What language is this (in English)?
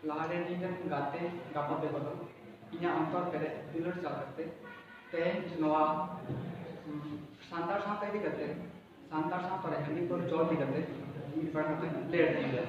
Santali